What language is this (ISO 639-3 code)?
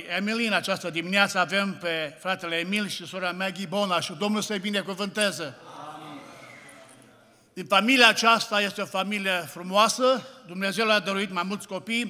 ron